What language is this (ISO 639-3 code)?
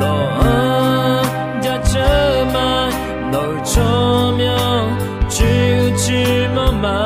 ahk